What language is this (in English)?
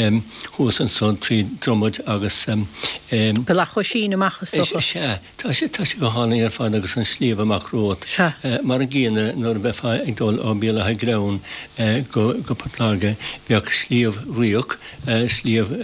Irish